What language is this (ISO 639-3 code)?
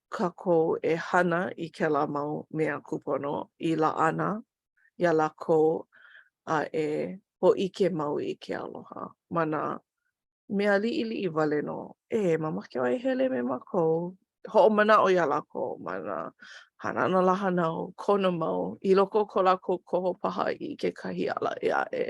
haw